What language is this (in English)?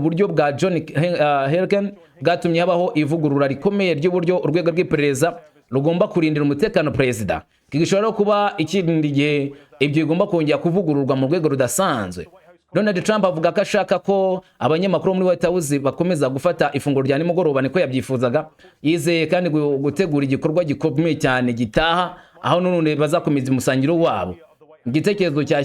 Kinyarwanda